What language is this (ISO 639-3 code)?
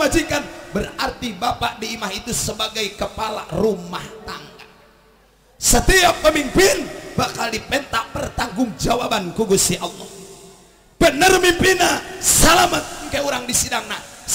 sun